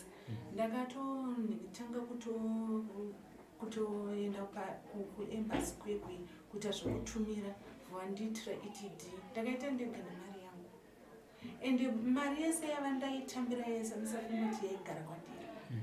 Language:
Shona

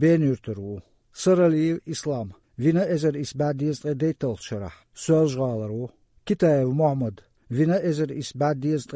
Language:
Chechen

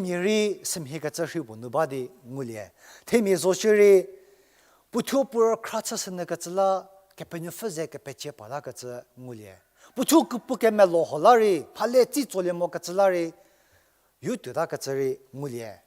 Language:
Angami Naga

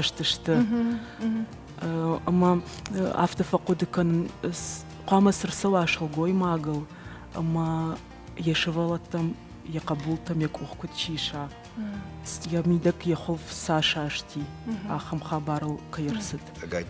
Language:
Ossetic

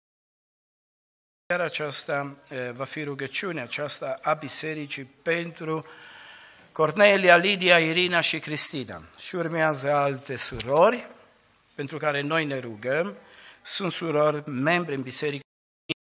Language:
Romanian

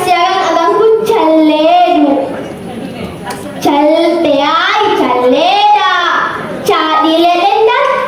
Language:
Makasar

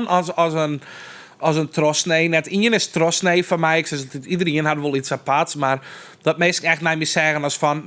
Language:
Western Frisian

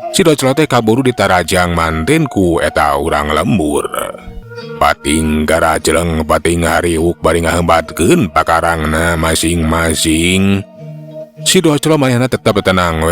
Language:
Sundanese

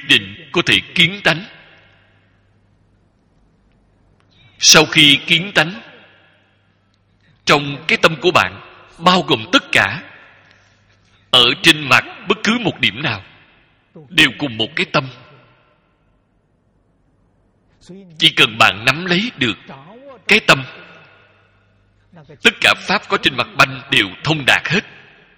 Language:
Vietnamese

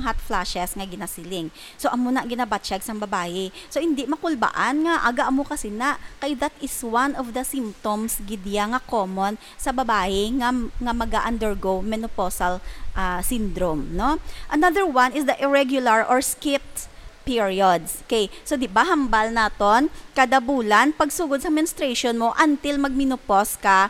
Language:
Hiligaynon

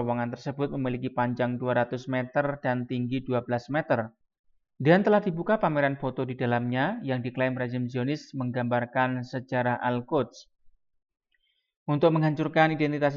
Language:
Indonesian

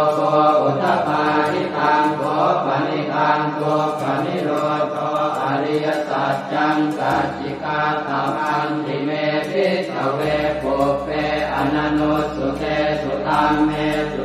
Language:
Pali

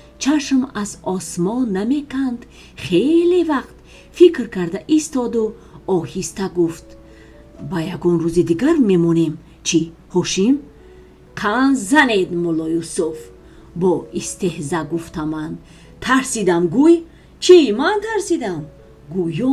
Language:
Tajik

